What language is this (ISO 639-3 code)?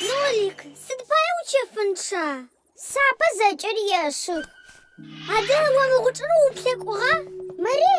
ady